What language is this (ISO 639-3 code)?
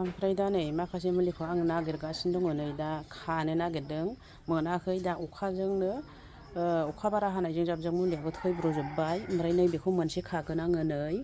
brx